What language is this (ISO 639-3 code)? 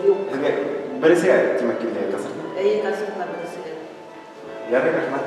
bak